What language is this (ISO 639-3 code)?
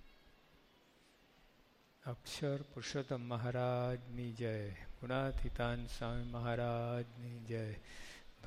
guj